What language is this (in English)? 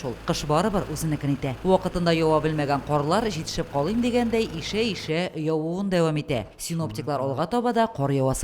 Tatar